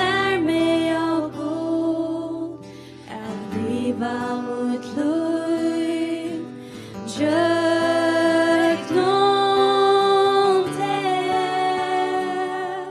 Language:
Faroese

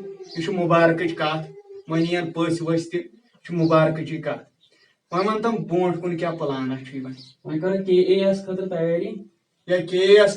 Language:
Kashmiri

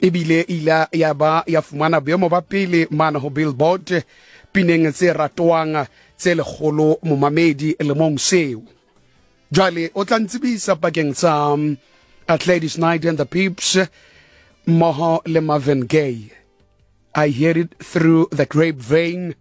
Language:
Southern Sotho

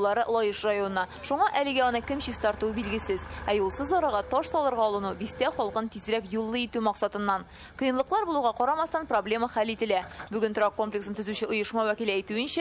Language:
Tatar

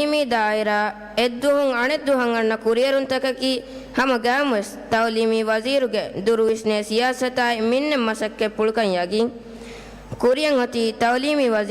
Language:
Divehi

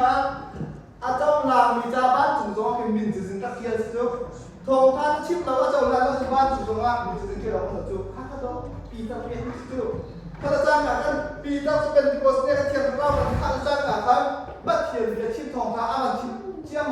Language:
Hakha Chin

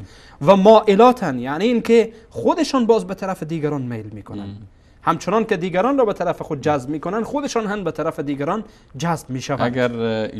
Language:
Persian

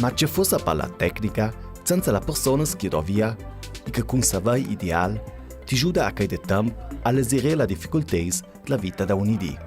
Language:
Ladin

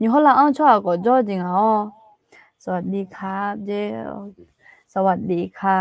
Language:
Akha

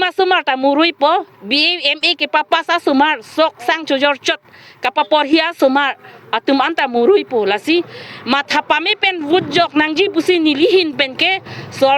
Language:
Karbi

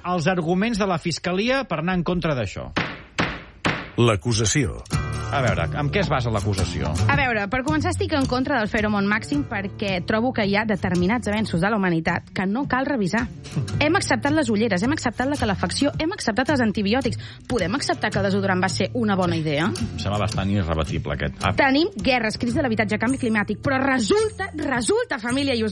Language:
Catalan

